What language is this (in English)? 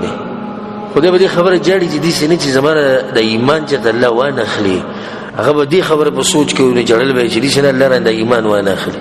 Pashto